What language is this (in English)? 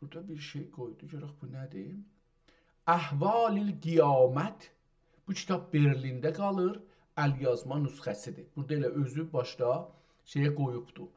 South Azerbaijani